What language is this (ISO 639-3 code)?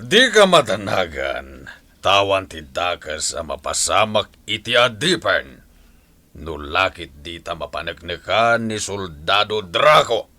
ilo